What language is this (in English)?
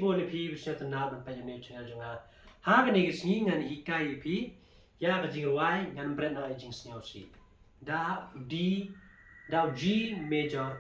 Khasi